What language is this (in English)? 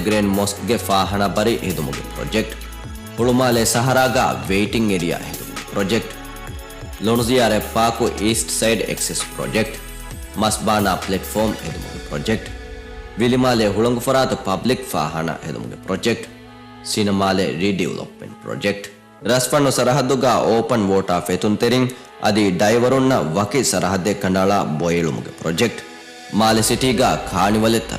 Divehi